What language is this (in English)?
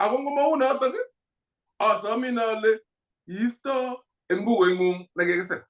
Kalenjin